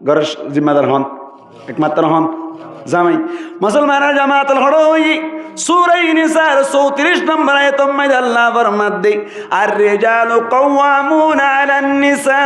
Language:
Rohingya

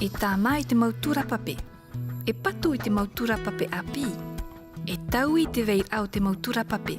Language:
Tahitian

